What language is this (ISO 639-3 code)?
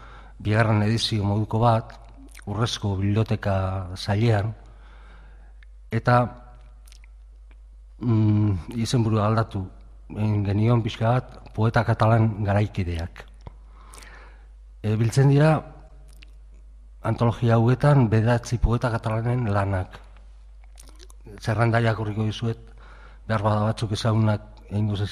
eus